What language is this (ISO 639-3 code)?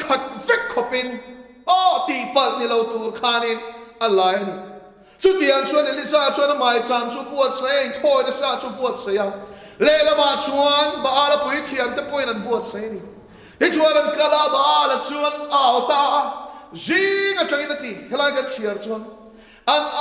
lus